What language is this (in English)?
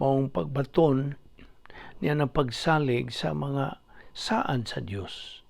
Cebuano